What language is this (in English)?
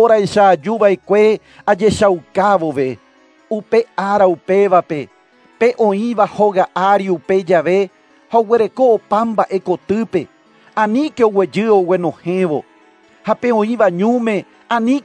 Guarani